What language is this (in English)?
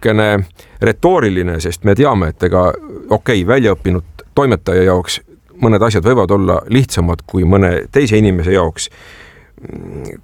Estonian